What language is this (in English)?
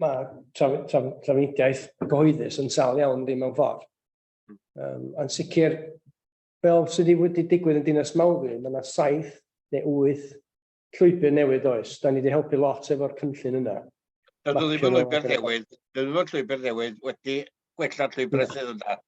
Welsh